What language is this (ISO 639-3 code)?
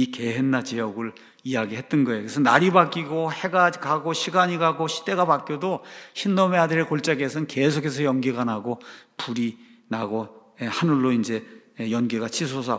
kor